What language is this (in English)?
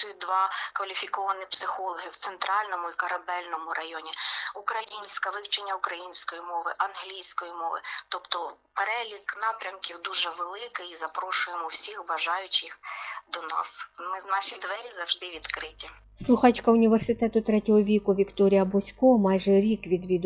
Ukrainian